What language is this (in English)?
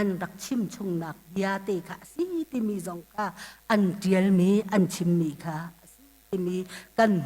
Hakha Chin